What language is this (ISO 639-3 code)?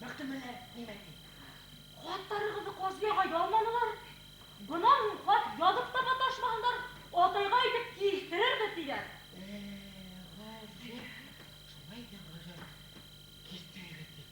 bak